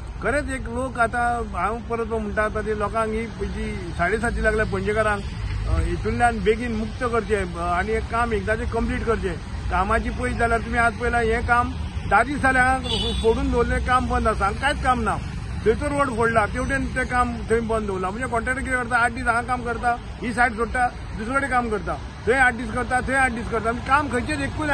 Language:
Konkani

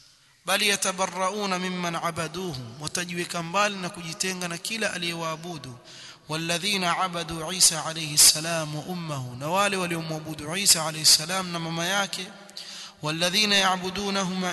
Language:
Swahili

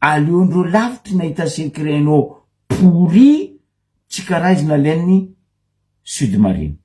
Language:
Malagasy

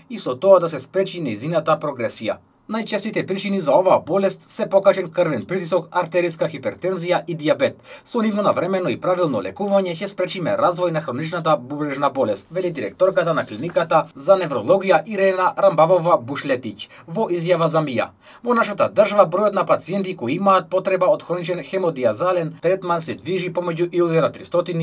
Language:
Macedonian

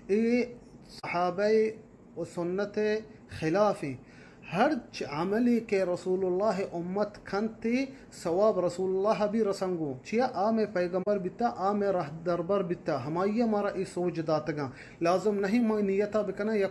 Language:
Eastern Balochi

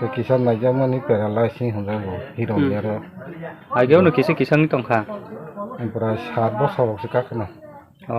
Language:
Kok Borok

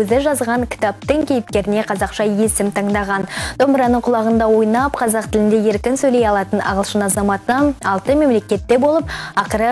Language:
Kazakh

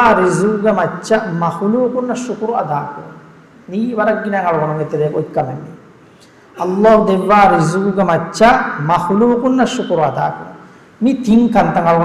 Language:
Divehi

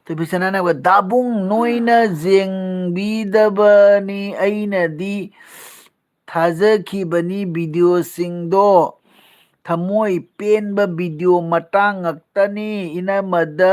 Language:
Manipuri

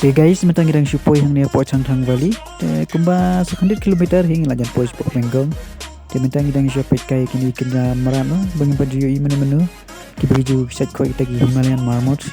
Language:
Khasi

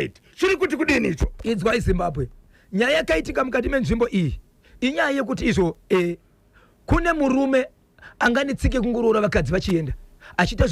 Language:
Shona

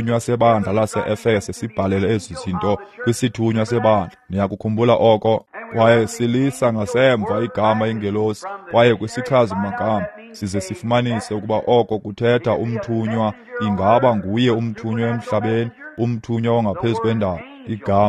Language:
Xhosa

